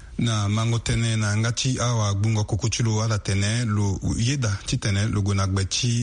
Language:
Sango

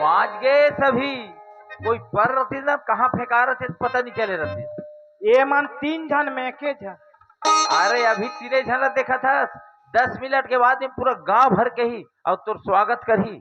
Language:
Chhattisgarhi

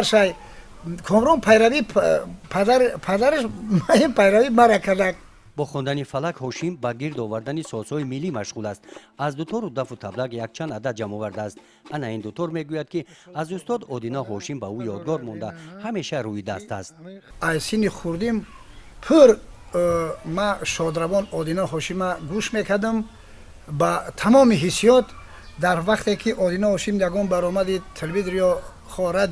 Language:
Tajik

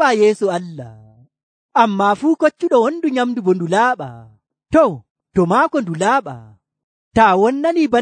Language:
Nigerian Fulfulde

